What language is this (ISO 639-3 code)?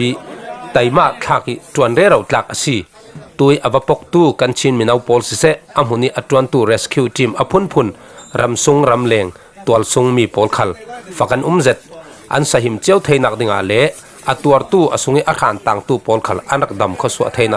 cfm